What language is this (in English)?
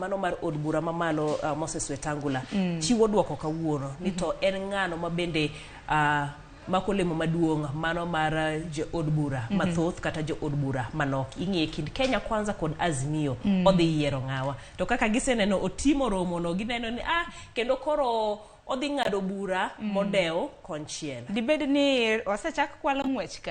Luo (Kenya and Tanzania)